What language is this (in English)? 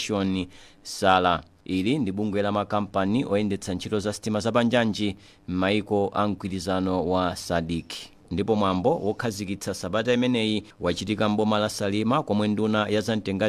Nyanja